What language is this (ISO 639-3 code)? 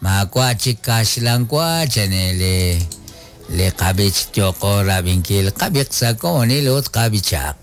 kek